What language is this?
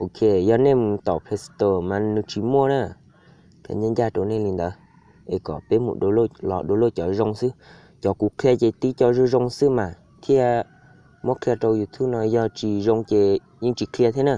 Hmong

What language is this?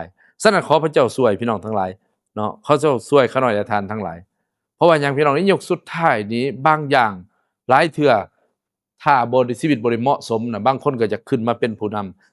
Lao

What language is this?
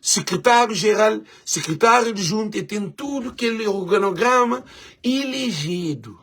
Kabuverdianu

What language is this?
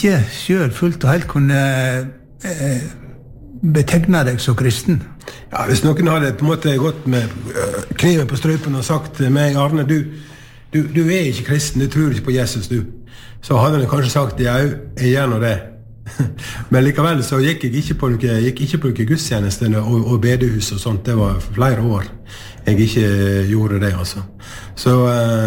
Norwegian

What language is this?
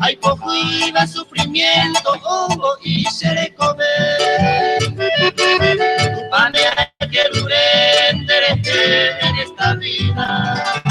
Guarani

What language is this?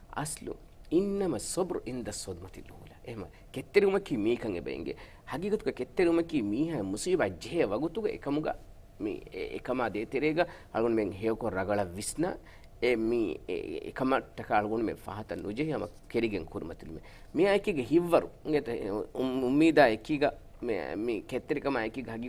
Divehi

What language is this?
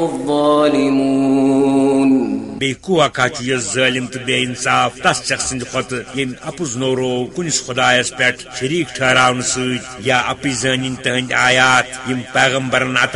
Kashmiri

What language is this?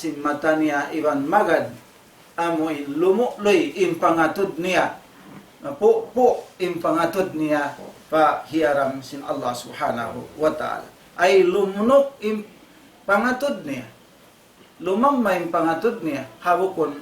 Tausug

